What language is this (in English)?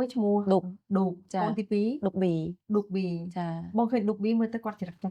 Khmer